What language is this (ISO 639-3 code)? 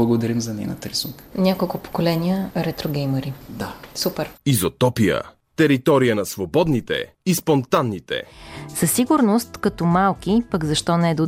bul